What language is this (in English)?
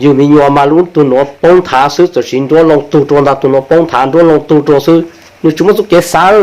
Hmong